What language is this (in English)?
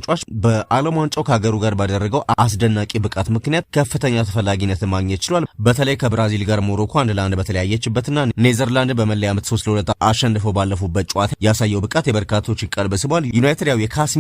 Amharic